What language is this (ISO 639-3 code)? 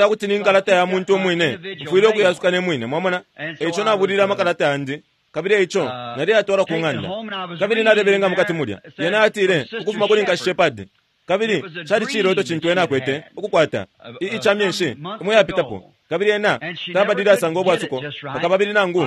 bem